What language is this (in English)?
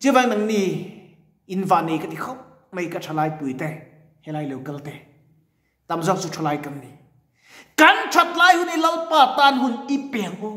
Mizo